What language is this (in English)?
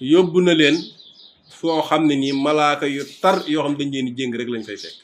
Wolof